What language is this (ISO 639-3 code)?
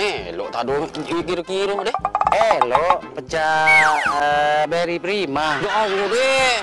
mui